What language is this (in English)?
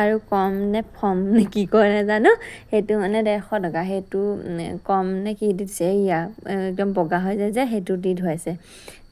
Assamese